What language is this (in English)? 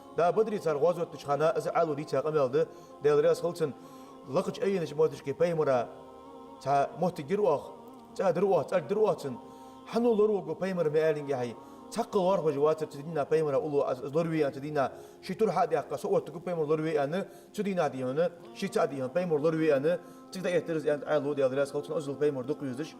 Ingush